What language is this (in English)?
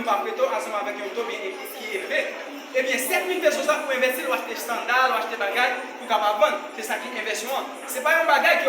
Haitian Creole